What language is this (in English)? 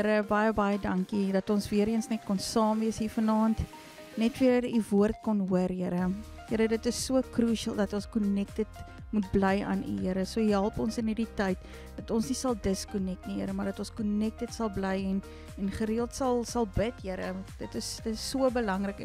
Afrikaans